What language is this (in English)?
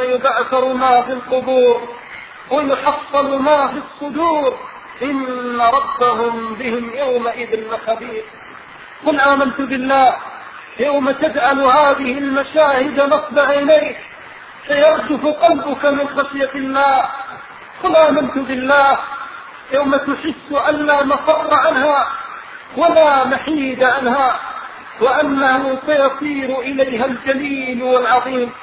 Arabic